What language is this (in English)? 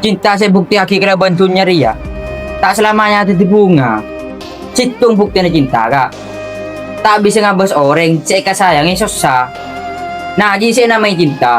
Madurese